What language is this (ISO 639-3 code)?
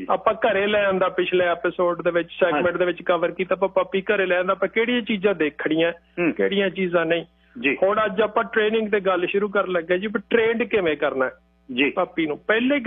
pan